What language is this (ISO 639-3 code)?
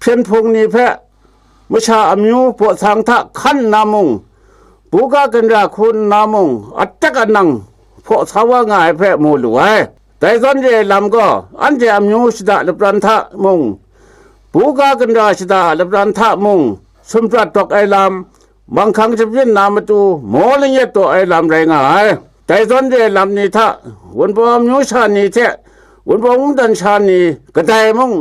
kac